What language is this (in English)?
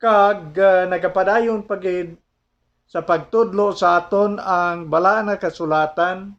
Hiligaynon